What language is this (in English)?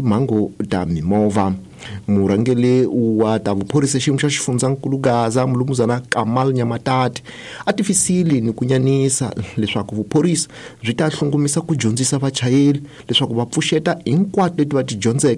Tsonga